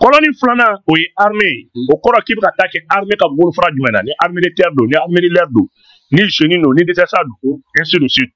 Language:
Bambara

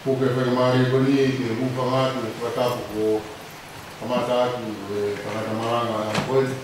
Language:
Tongan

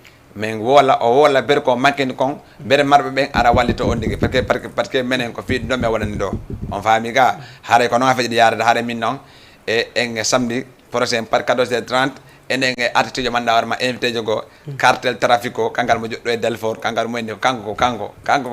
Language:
Fula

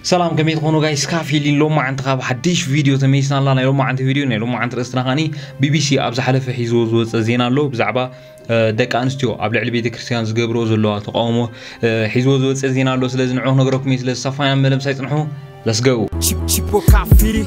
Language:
Tigrinya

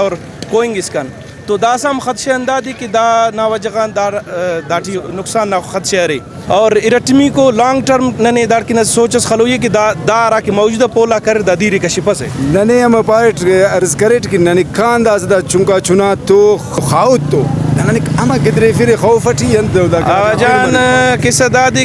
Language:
Brahui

